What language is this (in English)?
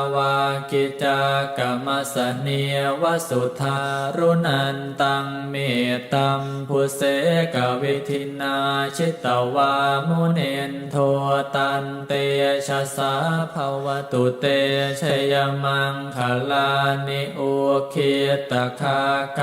Pali